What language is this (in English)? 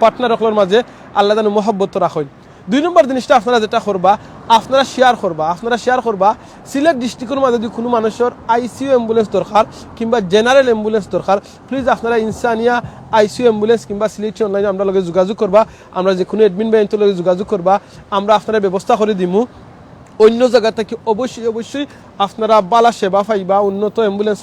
Sylheti